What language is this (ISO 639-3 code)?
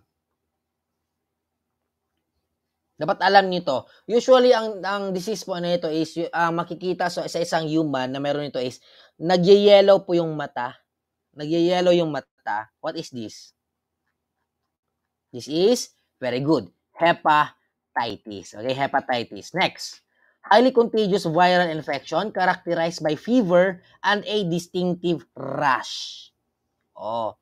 fil